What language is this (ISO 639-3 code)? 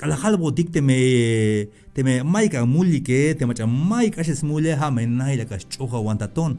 tzh